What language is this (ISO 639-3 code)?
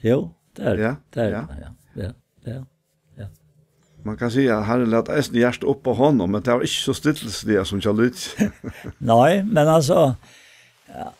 fao